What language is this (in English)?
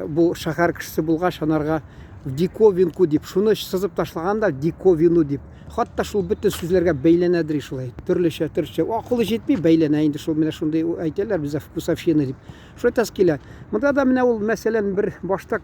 Tatar